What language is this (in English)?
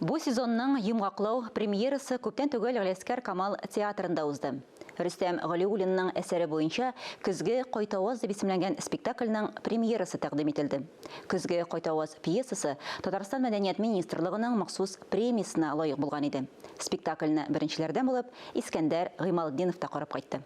Tatar